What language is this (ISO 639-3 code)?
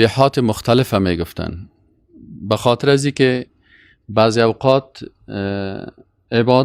fas